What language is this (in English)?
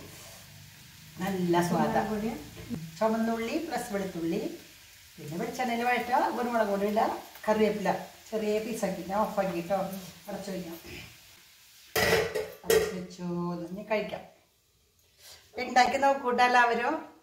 Malayalam